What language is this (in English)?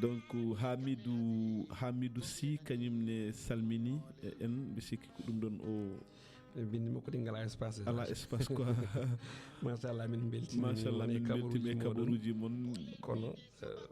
Fula